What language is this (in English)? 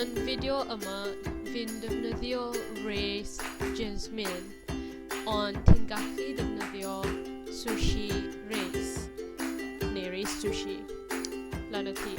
Welsh